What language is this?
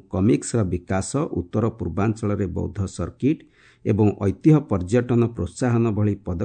Odia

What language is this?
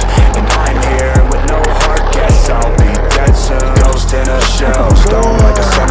English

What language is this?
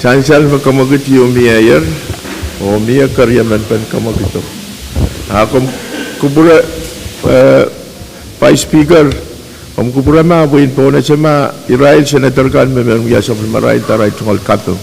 Pohnpeian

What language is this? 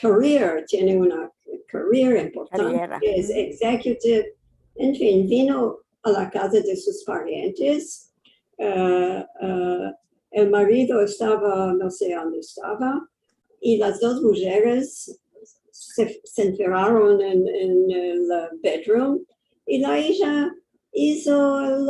Ladino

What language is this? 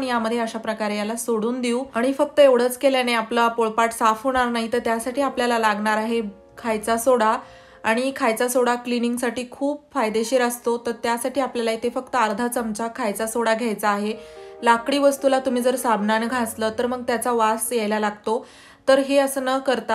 Marathi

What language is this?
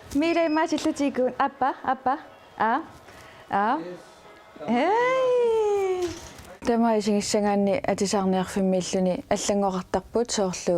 Kalaallisut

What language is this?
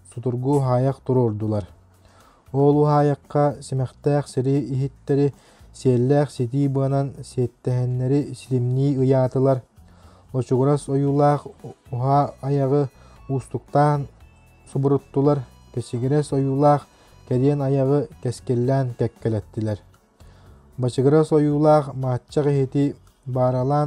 Yakut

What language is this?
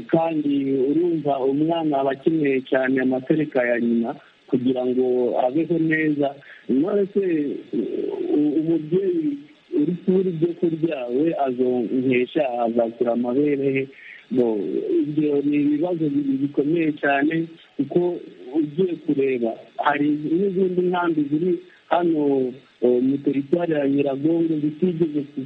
Kinyarwanda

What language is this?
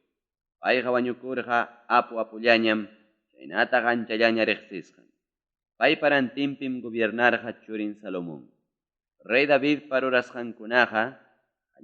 Ayacucho Quechua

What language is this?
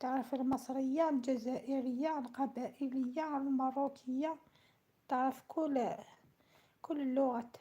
Algerian Arabic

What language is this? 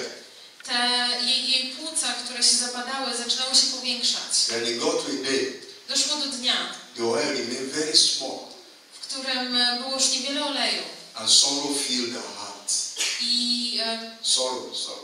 Polish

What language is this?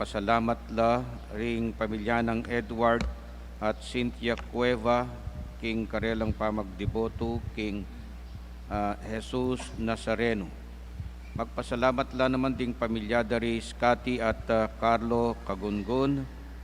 Pampanga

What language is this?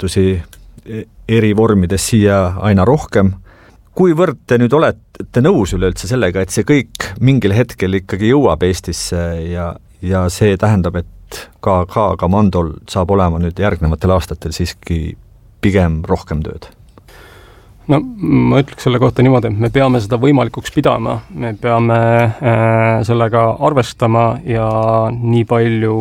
Estonian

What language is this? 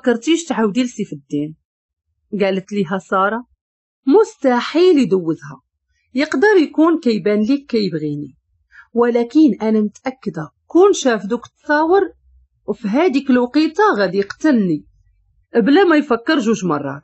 Moroccan Arabic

